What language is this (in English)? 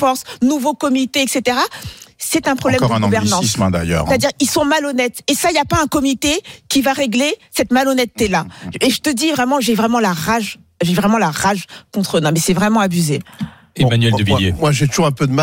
French